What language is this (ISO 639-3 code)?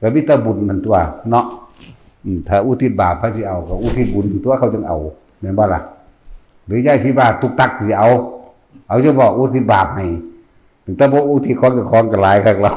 tts